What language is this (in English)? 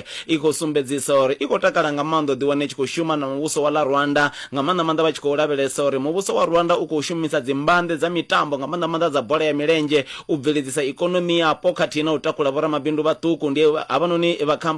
Venda